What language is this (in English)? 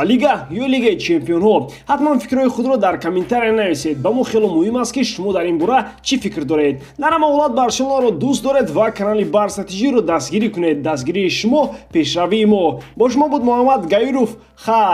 Tajik